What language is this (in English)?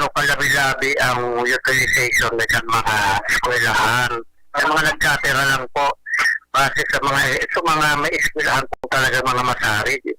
Bikol